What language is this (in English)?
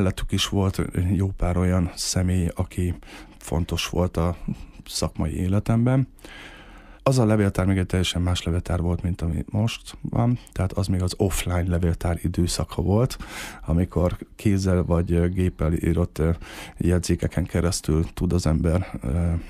Hungarian